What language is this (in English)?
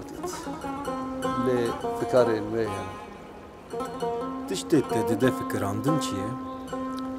Kurdish